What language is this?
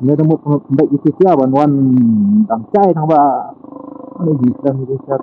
Khasi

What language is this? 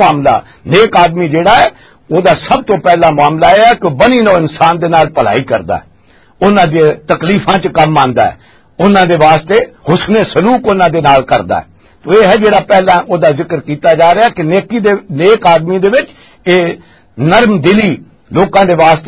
Western Panjabi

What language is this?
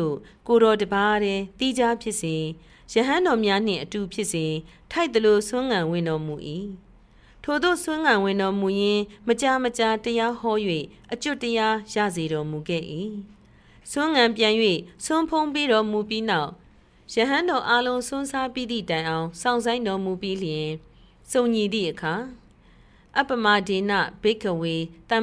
Burmese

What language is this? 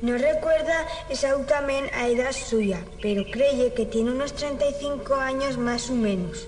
Aragonese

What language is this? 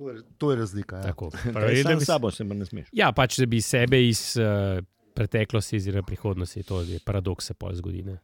Slovenian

